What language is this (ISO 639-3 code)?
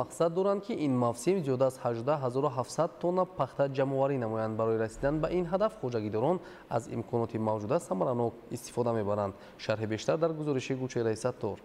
tgk